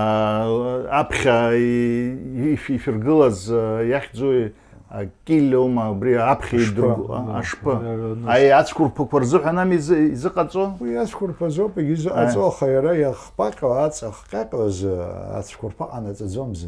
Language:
Abkhazian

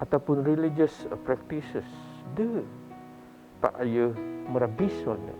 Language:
Biatah Bidayuh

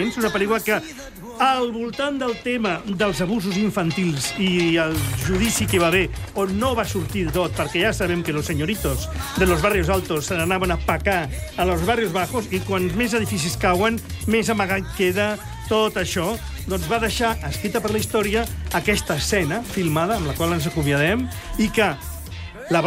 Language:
Catalan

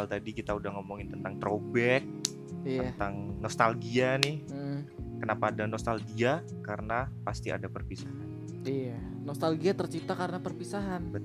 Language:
Indonesian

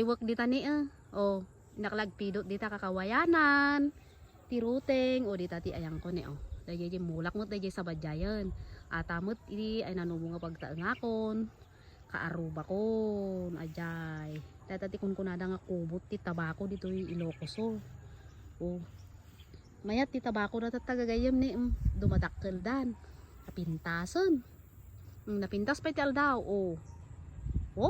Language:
Iloko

